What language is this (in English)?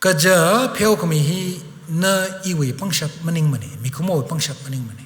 Tangkhul Naga (India)